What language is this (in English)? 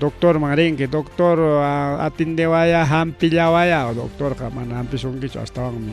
Ayacucho Quechua